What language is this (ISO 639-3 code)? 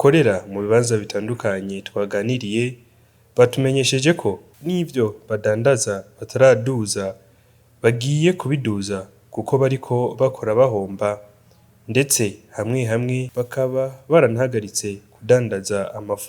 run